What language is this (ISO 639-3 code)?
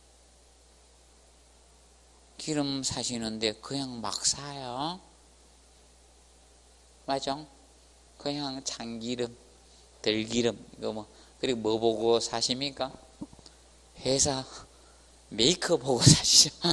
kor